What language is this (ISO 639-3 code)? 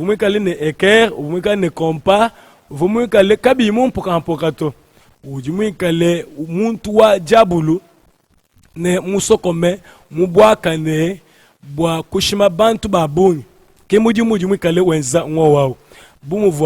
lua